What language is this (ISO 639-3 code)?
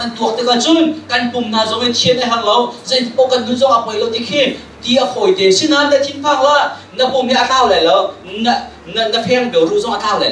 cnh